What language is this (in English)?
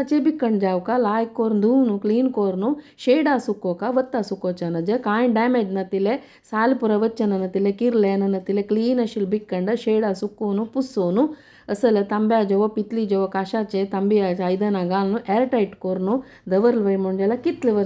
Konkani